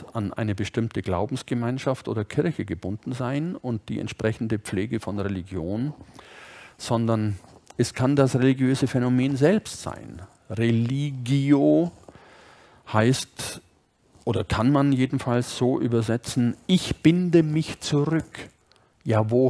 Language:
German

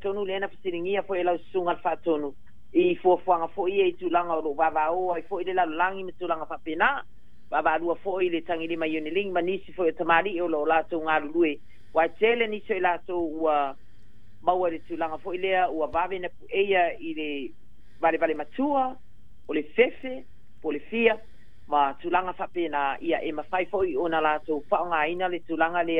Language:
Samoan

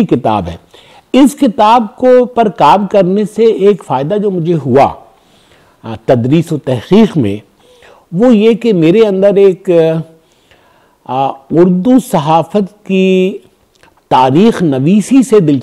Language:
Urdu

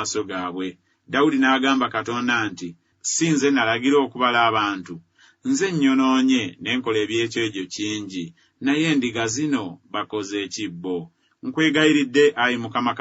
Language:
Ganda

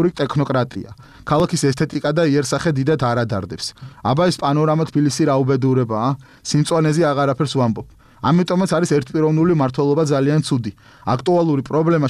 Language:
Georgian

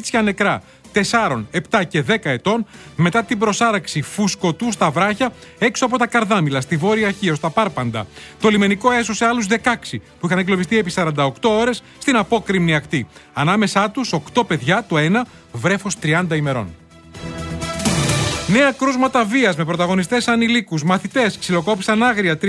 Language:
Greek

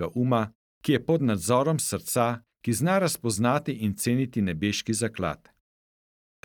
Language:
Slovenian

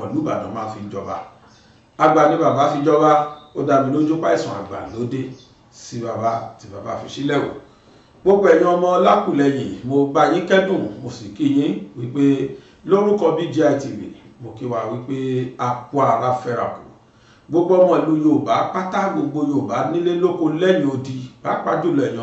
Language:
Yoruba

